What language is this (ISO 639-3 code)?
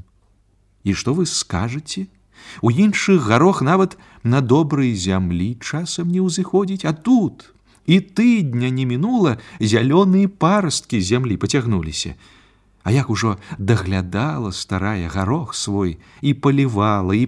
bel